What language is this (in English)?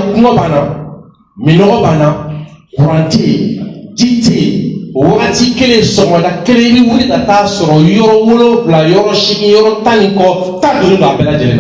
Bambara